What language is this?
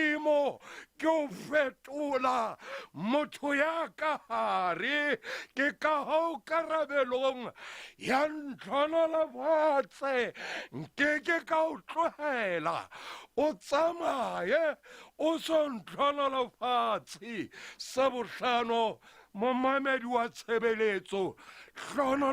Southern Sotho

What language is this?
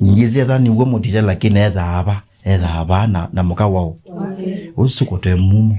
Kamba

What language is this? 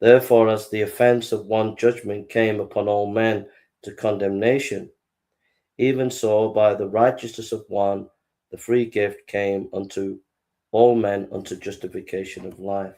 English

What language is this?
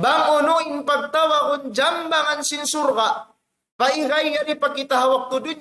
Tausug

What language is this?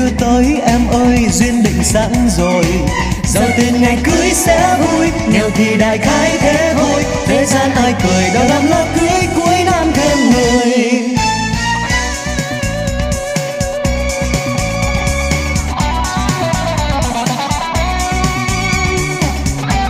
Vietnamese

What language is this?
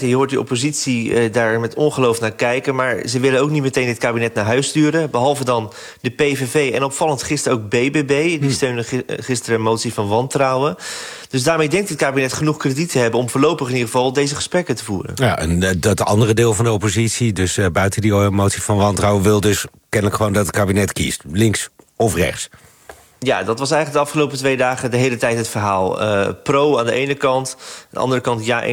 Dutch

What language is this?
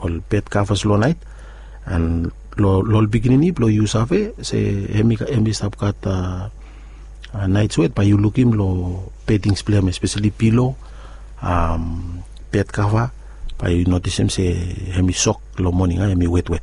Bislama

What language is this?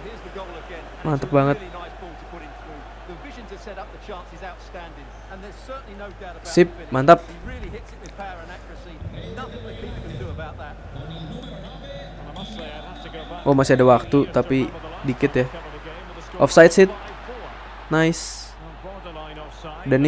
Indonesian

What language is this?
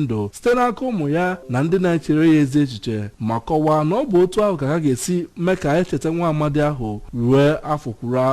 Igbo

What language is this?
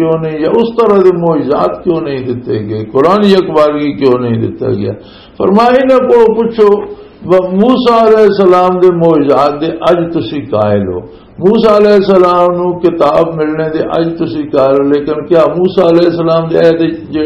Western Panjabi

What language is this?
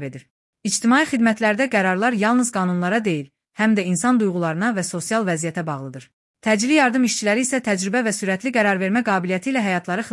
Azerbaijani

